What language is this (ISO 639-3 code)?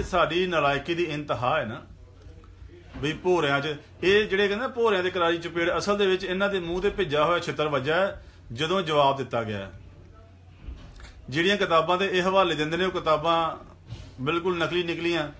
pan